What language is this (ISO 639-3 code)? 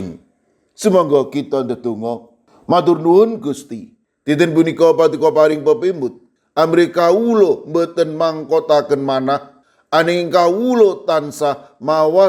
jav